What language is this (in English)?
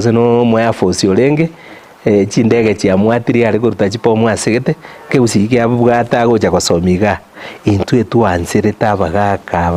Gusii